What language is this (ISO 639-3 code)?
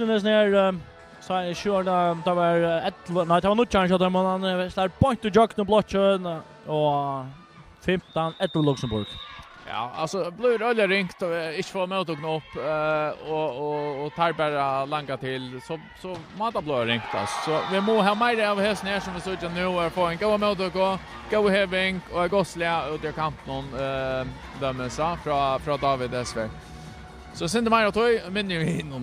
fao